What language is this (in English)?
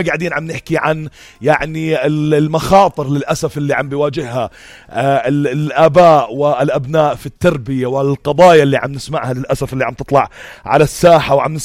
North Levantine Arabic